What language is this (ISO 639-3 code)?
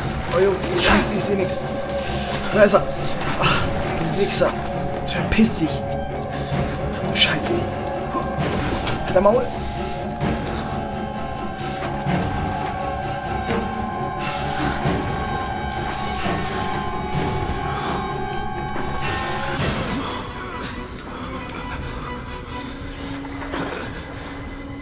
deu